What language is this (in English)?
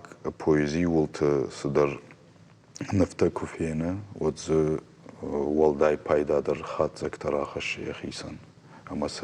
Ossetic